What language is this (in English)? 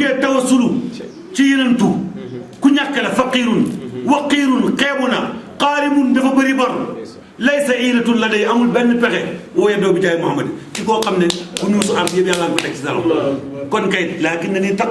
Wolof